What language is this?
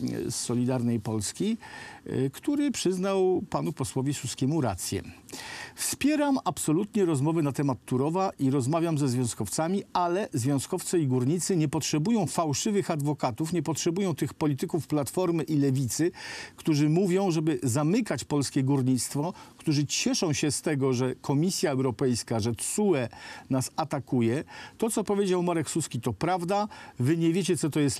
Polish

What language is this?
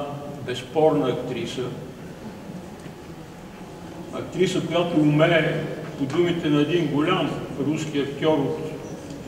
Bulgarian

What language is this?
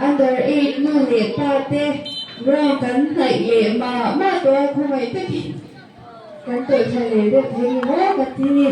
Mizo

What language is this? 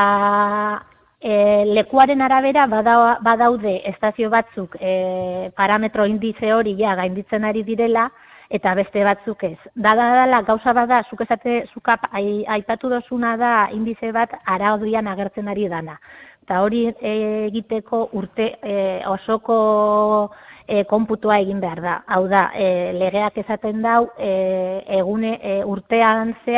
Basque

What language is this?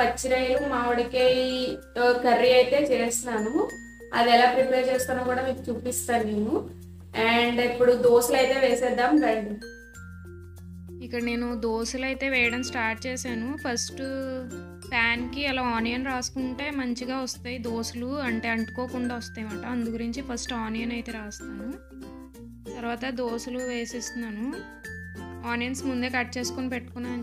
Telugu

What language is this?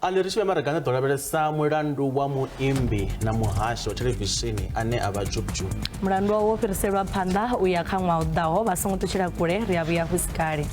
Venda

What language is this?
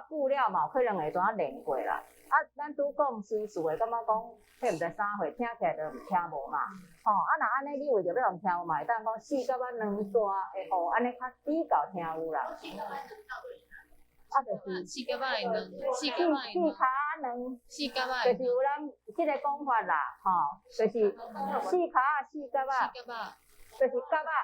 Min Nan Chinese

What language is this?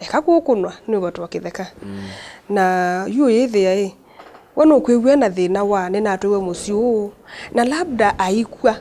Kamba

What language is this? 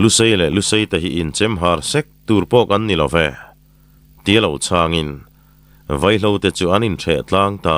Mizo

